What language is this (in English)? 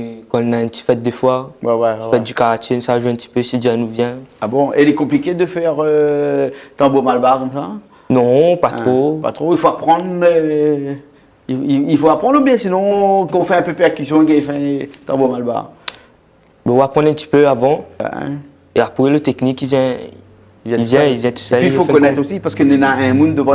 Réunion Creole French